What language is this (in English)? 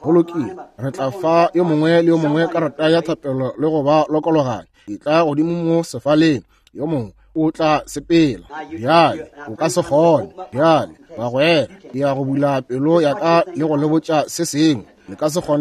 Northern Sotho